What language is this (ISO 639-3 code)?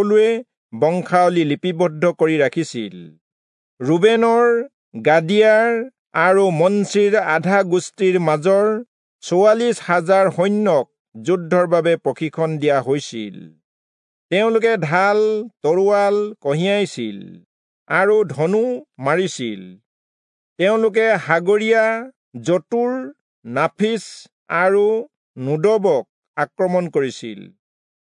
asm